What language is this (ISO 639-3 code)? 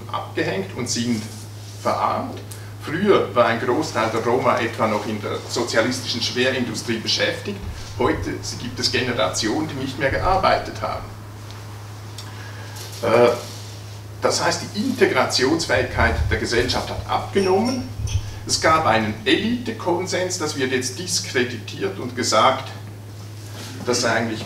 deu